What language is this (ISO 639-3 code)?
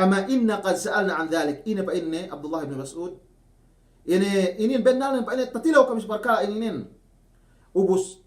yka